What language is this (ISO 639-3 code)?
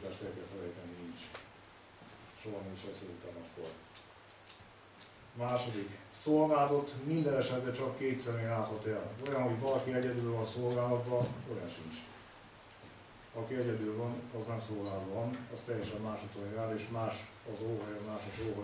hun